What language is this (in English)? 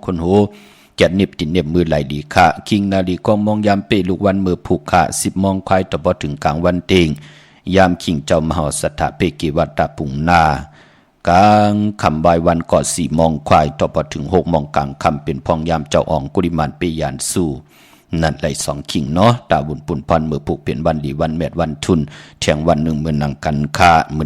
Shan